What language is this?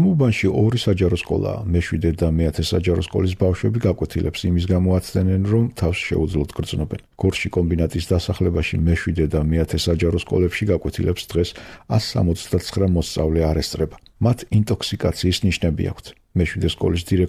Georgian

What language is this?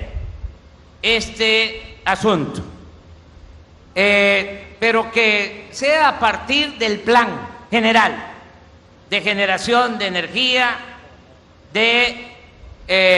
Spanish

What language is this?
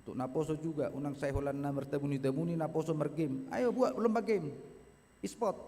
Batak Toba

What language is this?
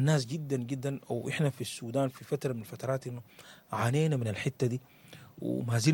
Sudanese Arabic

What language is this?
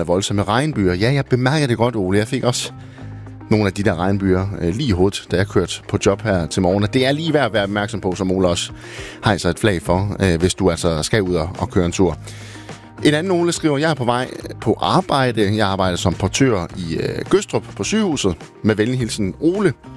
Danish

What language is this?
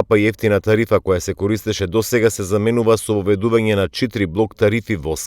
Macedonian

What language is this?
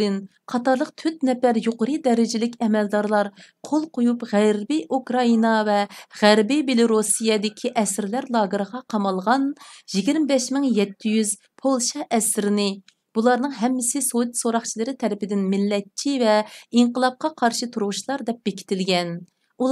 Uyghur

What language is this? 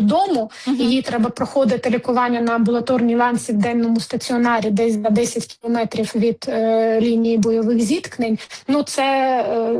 Ukrainian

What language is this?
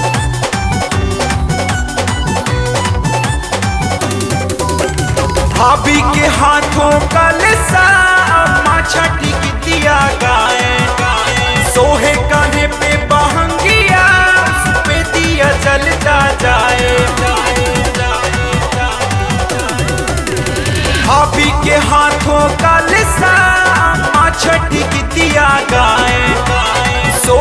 Bhojpuri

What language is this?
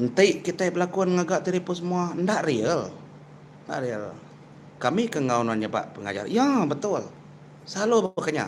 Iban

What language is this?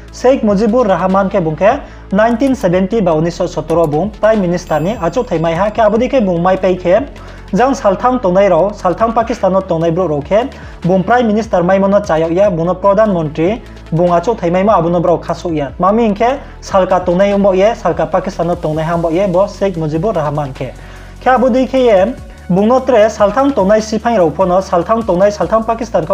Riang (India)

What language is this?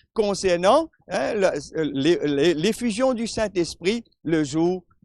Morisyen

